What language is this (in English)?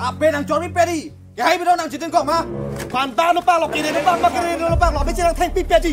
Karbi